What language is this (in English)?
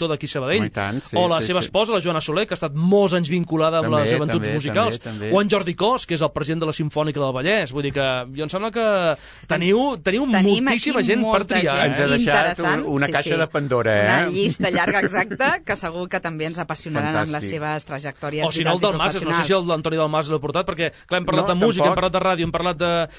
Catalan